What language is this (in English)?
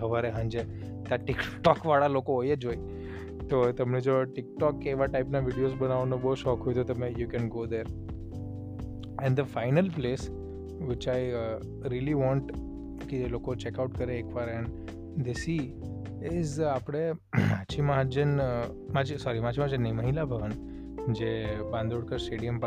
Gujarati